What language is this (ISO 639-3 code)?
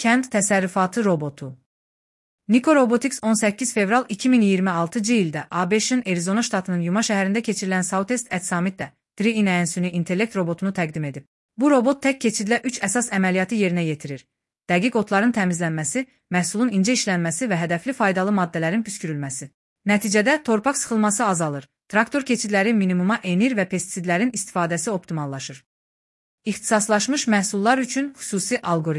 aze